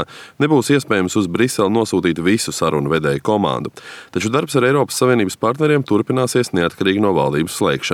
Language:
Latvian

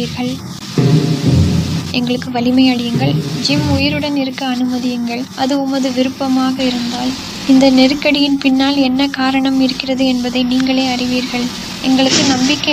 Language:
Tamil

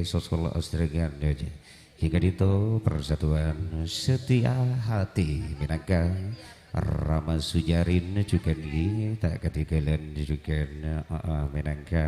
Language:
Madurese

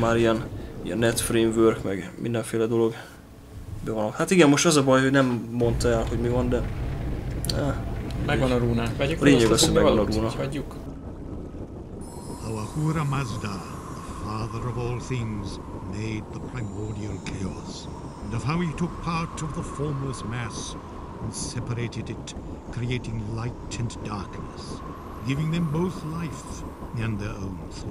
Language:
Hungarian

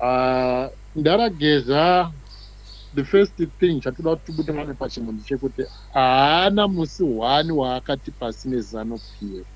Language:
Shona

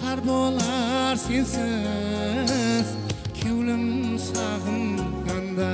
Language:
Kara-Kalpak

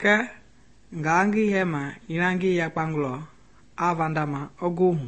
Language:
Mende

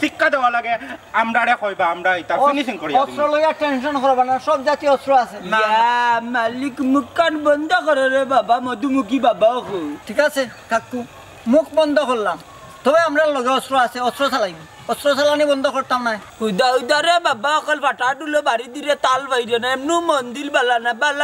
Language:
Sylheti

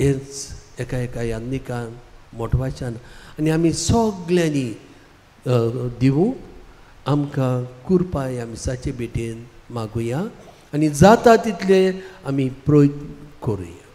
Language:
Konkani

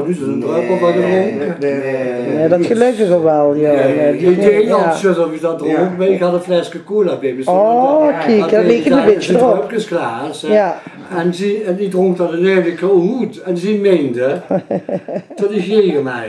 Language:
Limburgish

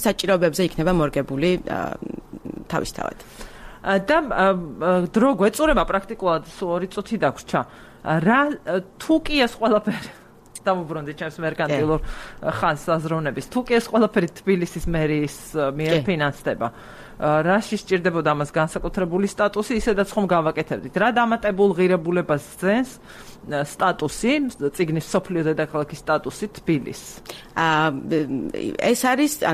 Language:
Georgian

